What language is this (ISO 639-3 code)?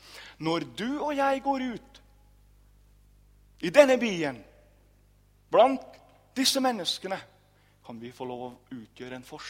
nor